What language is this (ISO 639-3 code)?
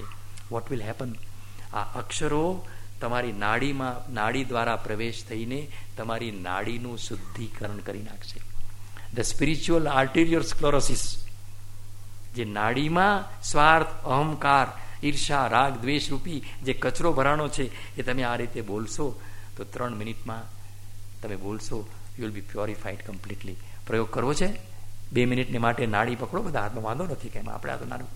guj